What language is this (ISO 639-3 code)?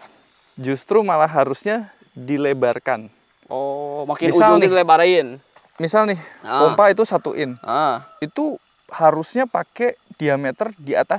ind